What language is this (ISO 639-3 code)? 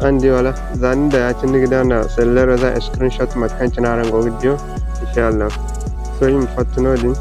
dje